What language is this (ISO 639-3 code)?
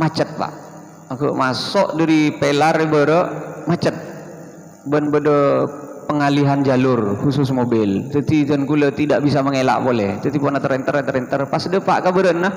mad